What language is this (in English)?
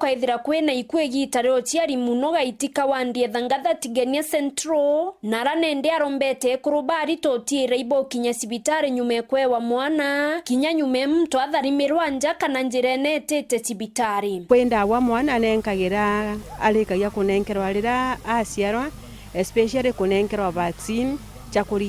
Meru